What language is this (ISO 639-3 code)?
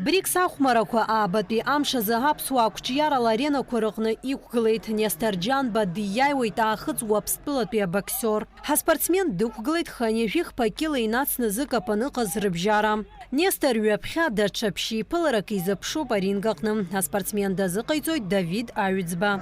abk